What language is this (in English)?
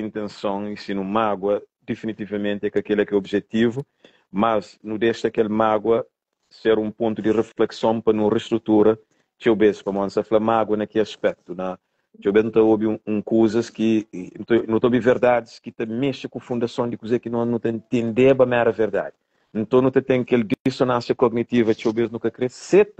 Kabuverdianu